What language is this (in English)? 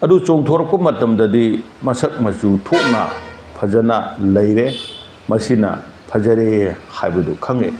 Manipuri